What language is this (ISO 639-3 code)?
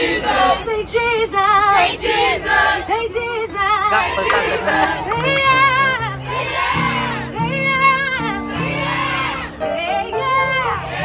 ron